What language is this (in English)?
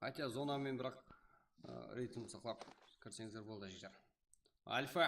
Kara-Kalpak